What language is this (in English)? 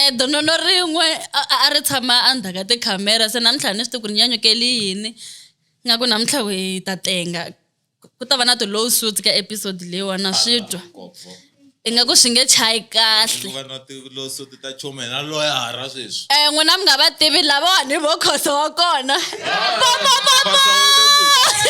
Tsonga